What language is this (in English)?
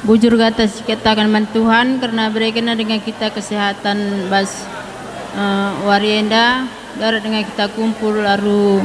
Batak Karo